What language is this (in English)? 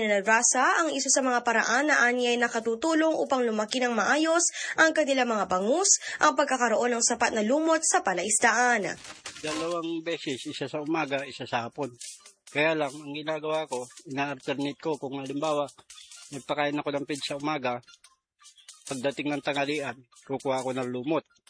Filipino